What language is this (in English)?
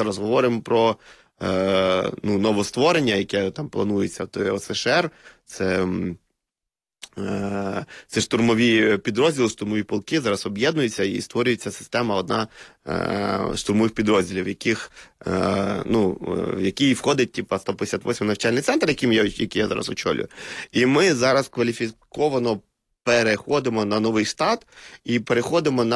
Ukrainian